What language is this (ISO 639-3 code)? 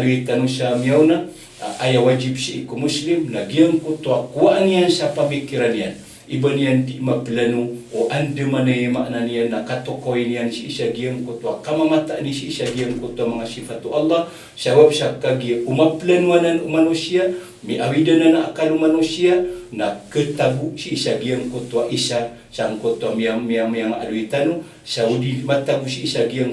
mrw